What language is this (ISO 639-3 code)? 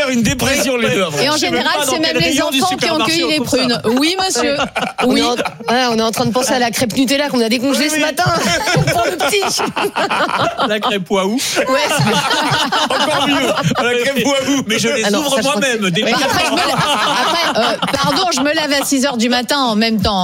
fra